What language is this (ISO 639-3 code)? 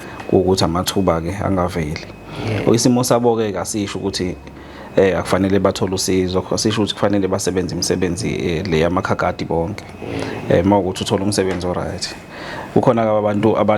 zul